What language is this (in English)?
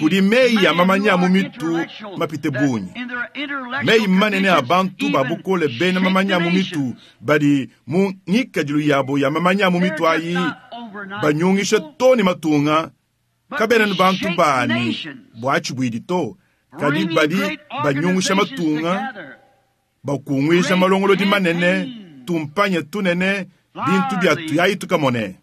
Luba-Lulua